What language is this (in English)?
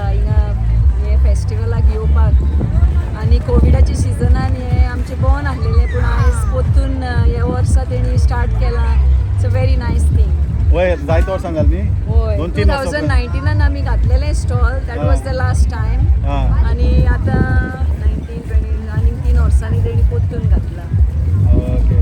Konkani